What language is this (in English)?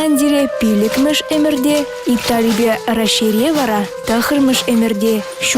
Chuvash